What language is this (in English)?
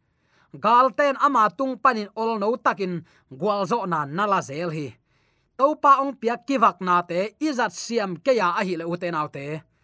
Tedim Chin